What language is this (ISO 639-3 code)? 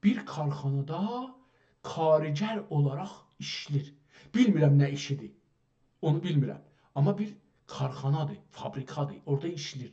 azb